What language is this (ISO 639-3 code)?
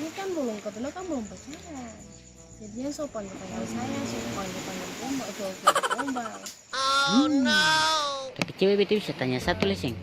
abs